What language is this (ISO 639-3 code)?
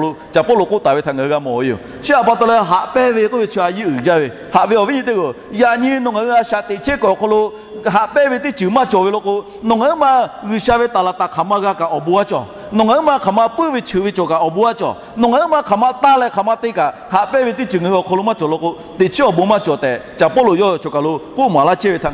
lhu